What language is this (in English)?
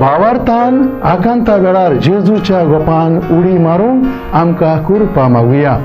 Konkani